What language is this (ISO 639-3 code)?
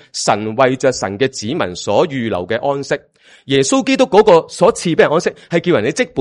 yue